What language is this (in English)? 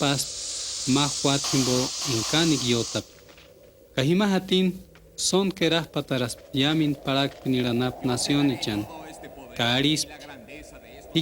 Purepecha